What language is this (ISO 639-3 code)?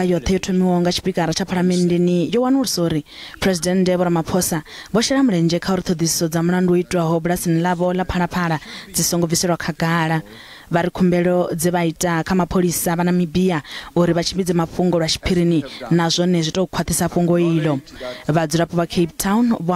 ven